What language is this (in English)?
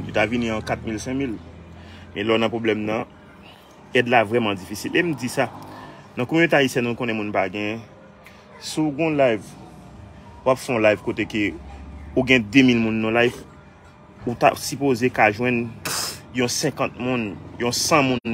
Haitian Creole